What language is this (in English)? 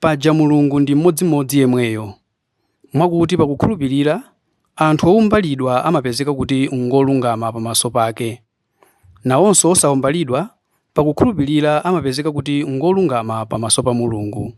Nyanja